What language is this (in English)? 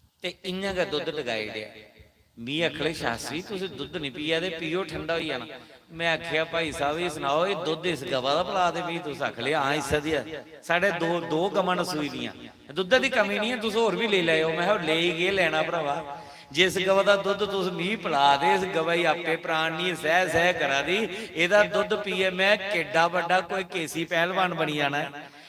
Dogri